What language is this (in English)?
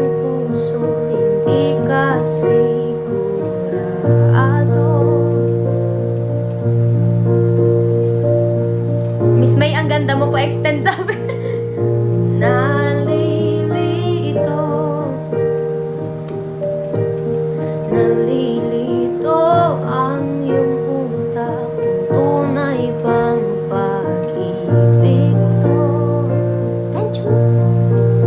Filipino